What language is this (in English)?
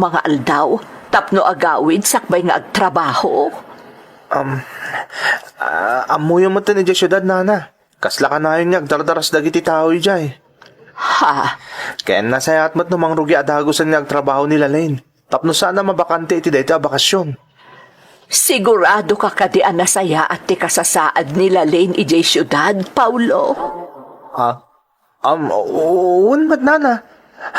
Iloko